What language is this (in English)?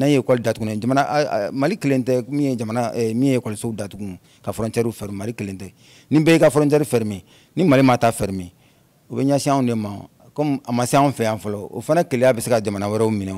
Bambara